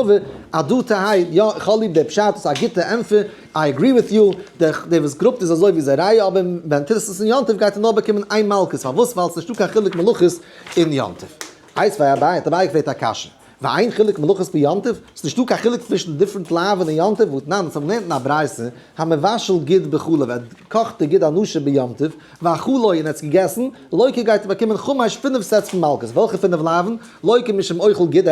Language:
Yiddish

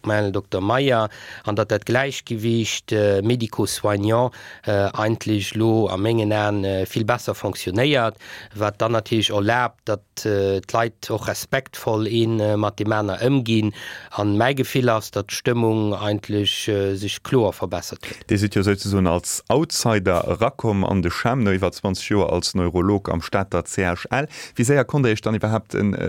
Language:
Luxembourgish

